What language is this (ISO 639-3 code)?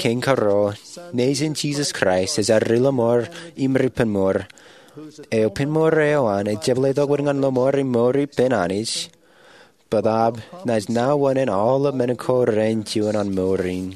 mah